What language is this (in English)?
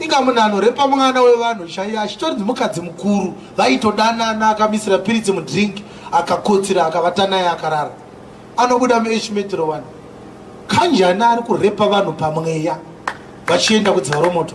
Shona